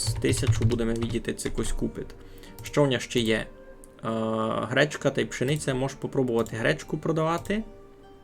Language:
Rusyn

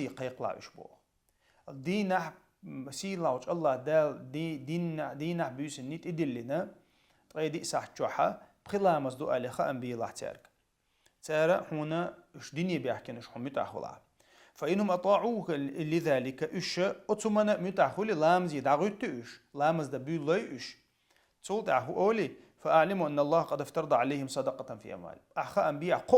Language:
Chechen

